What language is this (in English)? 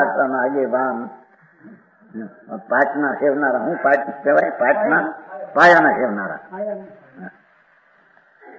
Gujarati